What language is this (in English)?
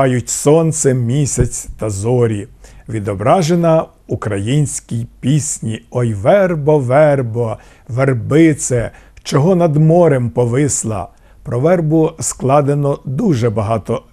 Ukrainian